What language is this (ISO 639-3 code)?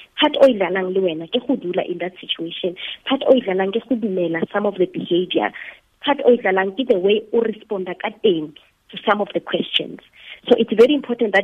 tsn